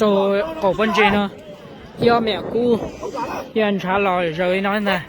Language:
Hmong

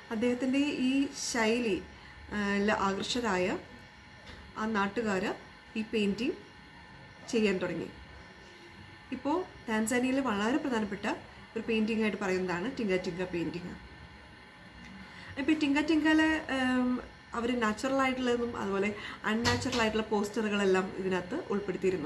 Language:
Malayalam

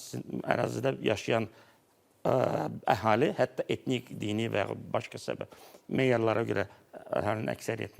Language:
Azerbaijani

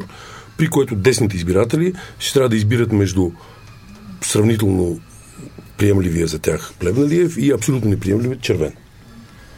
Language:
Bulgarian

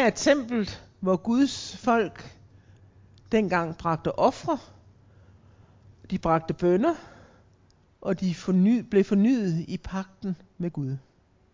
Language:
Danish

